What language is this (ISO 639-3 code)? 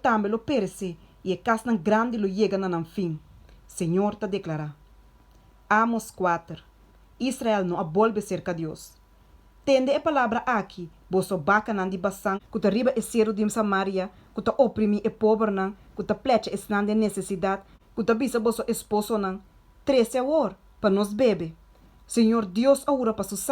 pap